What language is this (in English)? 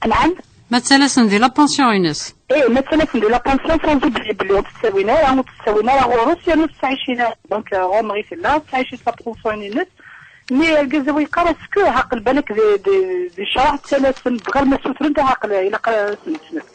Kabyle